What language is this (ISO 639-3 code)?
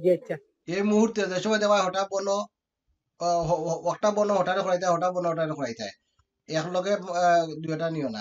syl